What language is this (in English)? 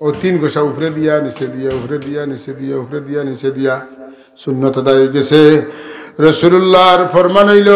Sylheti